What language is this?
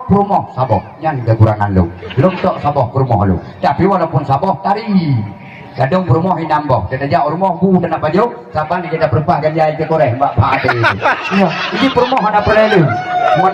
Achinese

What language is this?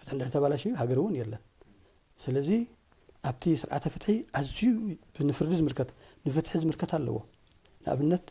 Tigrinya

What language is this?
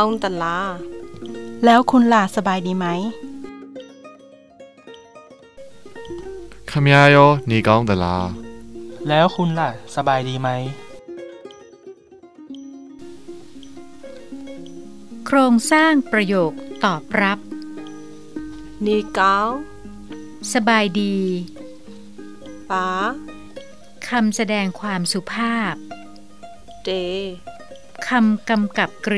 Thai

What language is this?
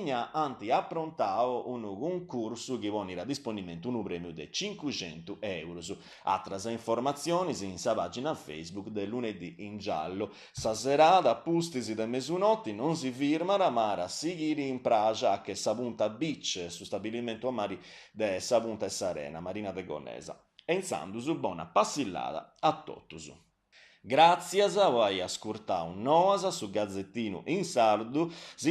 Sardinian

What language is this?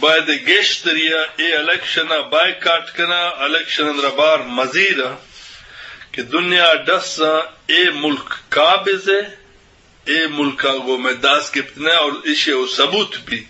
Eastern Balochi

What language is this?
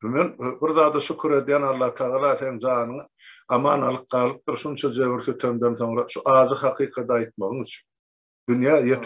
Turkmen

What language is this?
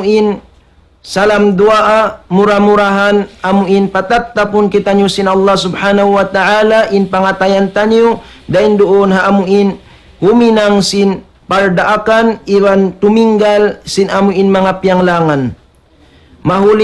Tausug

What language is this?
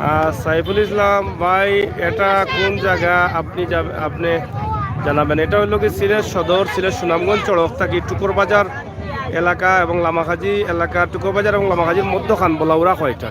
Sylheti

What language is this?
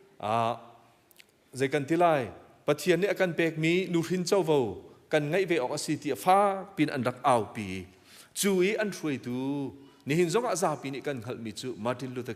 Hakha Chin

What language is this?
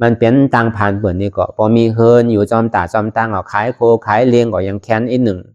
Shan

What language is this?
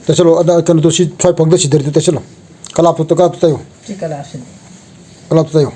Manipuri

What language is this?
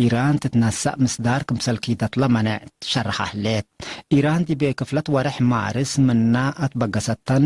Tigre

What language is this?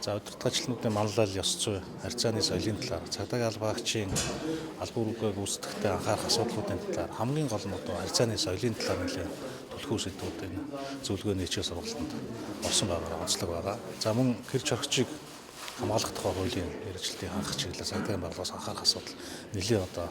Mongolian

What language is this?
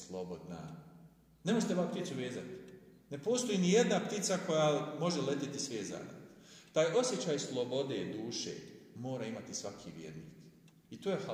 Bosnian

